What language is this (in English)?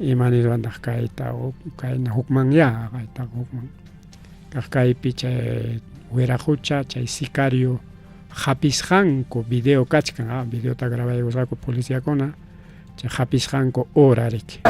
Ayacucho Quechua